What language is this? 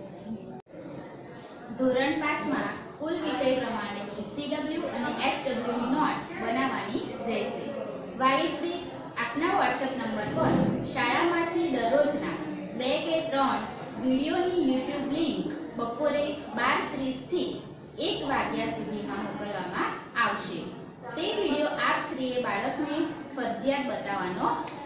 Gujarati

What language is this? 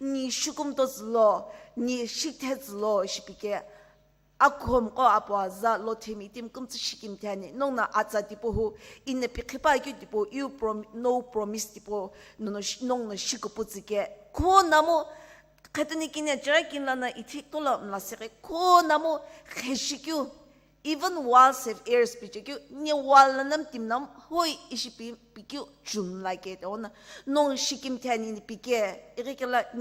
Sumi Naga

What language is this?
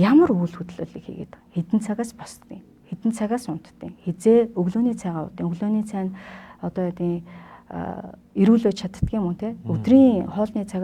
Mongolian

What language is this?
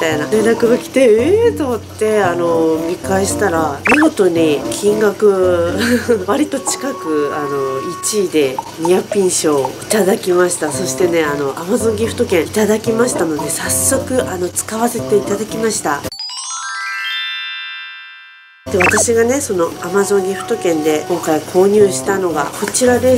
Japanese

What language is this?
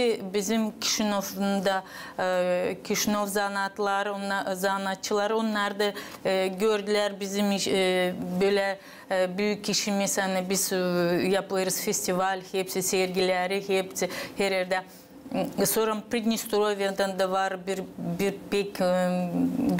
Gagauz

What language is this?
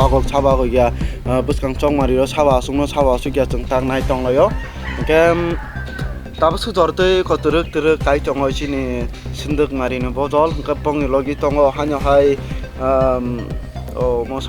Kok Borok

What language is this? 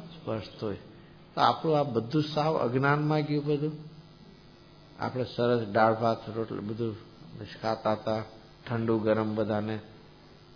Gujarati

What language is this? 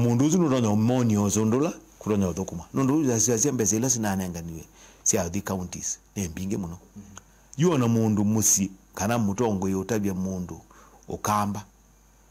Kamba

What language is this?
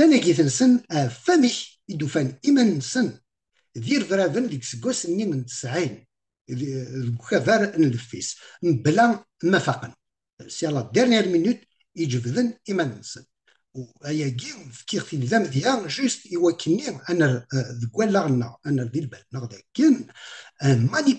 Kabyle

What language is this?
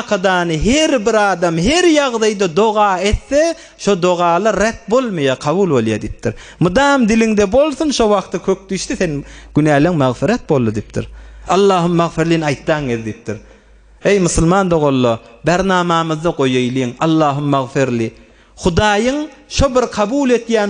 Turkmen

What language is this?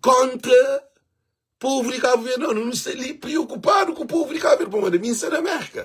Kabuverdianu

